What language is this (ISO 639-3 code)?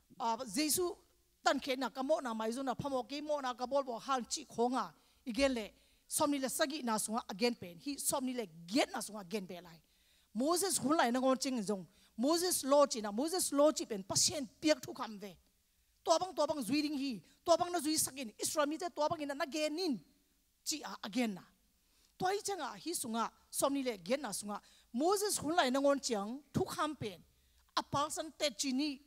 ctd